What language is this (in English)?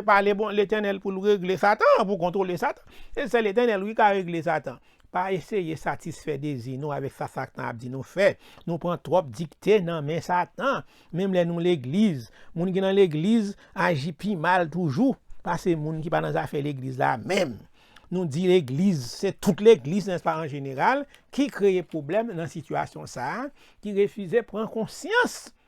Haitian Creole